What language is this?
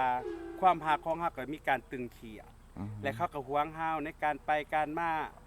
Lao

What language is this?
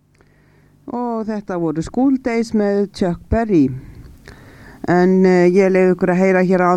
Icelandic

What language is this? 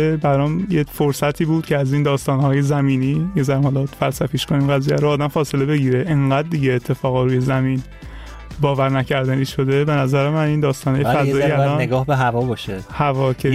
Persian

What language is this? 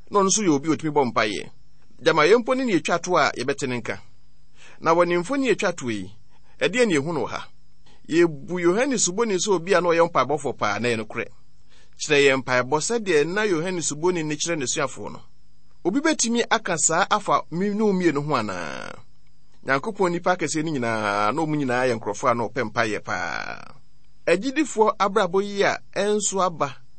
Akan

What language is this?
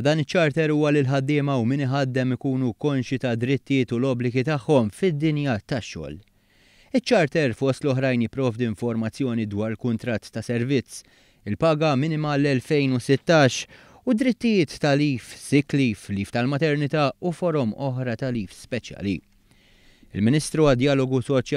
Maltese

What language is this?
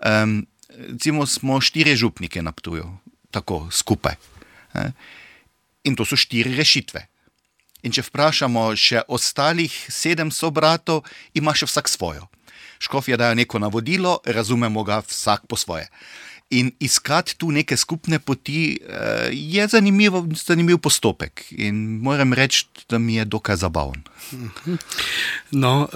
Slovenian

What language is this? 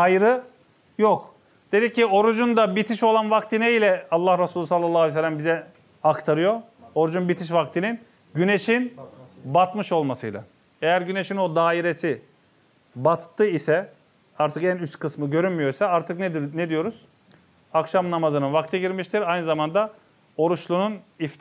Turkish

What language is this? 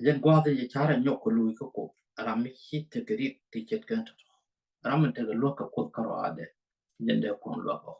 Nuer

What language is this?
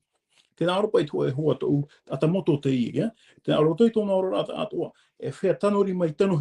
Tahitian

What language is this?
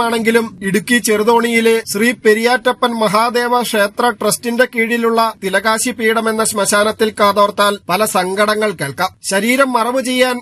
Malayalam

